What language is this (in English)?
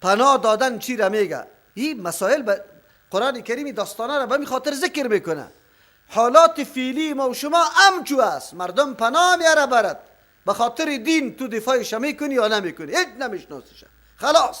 Persian